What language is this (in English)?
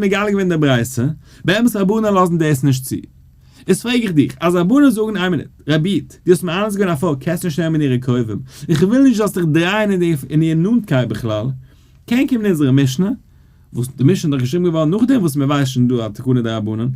Yiddish